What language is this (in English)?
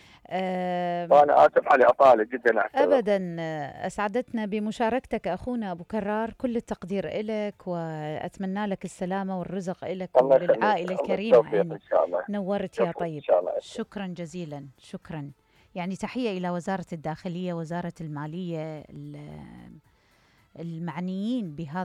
Mesopotamian Arabic